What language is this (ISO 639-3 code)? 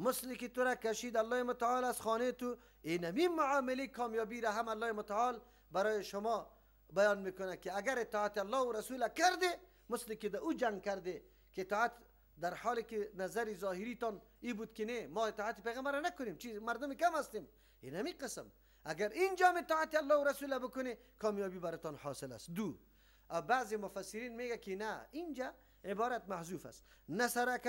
fas